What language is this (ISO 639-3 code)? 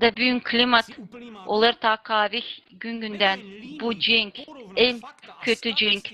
gag